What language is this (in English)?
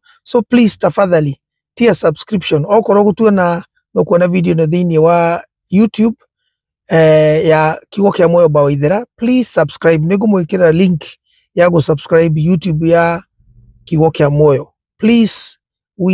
Kikuyu